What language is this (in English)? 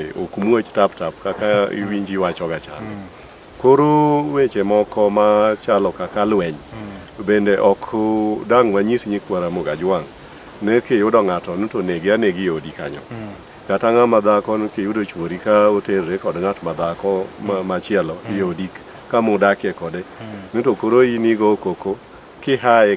Luo (Kenya and Tanzania)